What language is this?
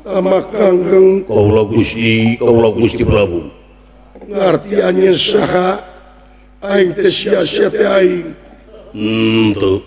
Sundanese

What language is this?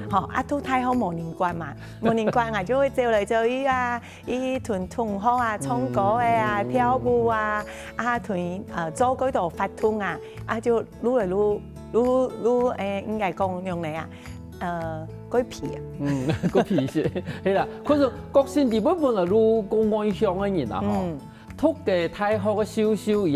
Hakka Chinese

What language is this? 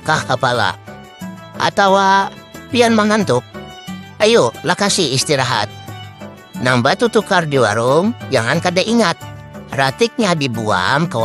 Banjar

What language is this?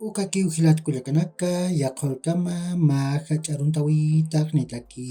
Aymara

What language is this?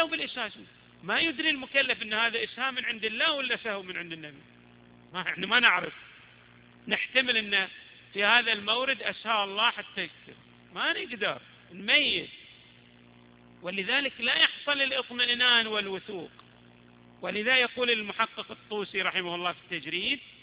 Arabic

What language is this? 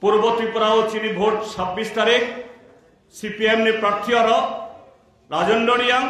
Kok Borok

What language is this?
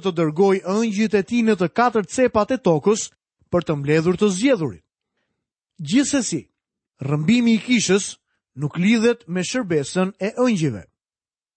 Albanian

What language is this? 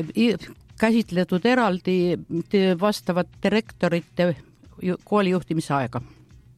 Estonian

